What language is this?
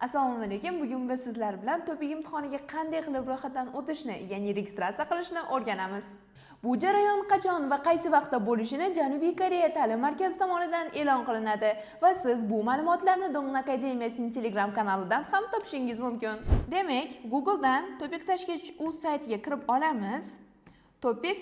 Uzbek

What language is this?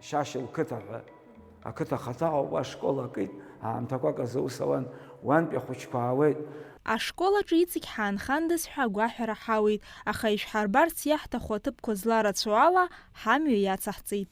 Abkhazian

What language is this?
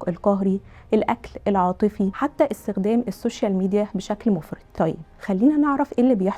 Egyptian Arabic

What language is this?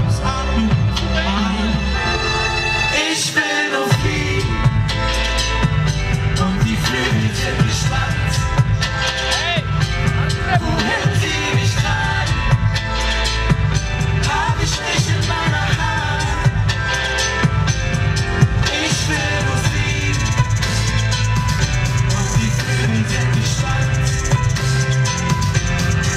German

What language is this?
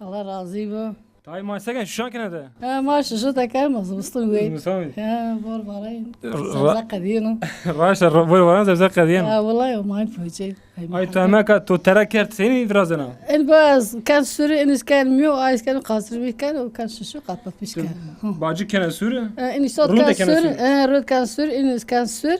Zaza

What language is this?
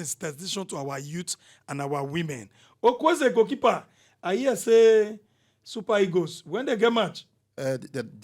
Nigerian Pidgin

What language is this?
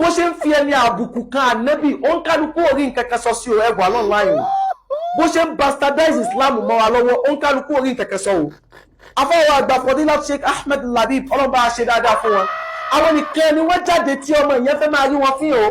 Yoruba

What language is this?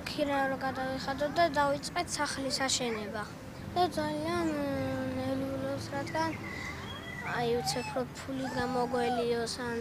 Georgian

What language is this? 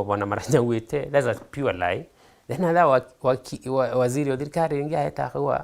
Meru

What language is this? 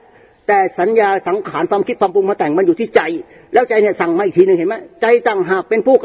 Thai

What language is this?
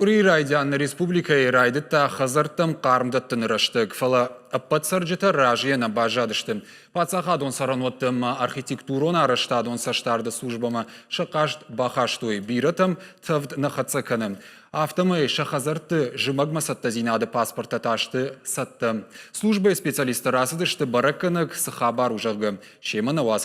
Ossetic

